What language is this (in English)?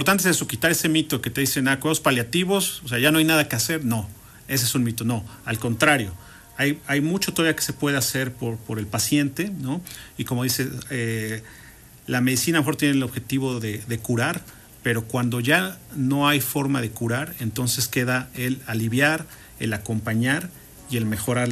Spanish